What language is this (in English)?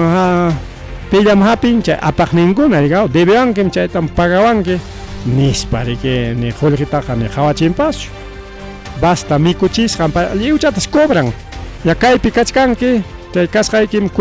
Ayacucho Quechua